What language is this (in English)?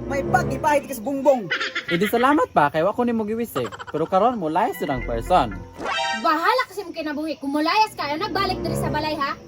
Cebuano